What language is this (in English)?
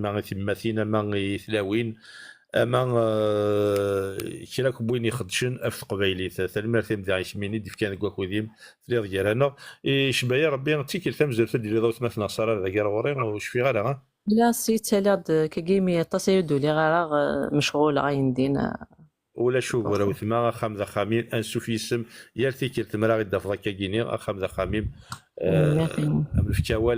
Kabyle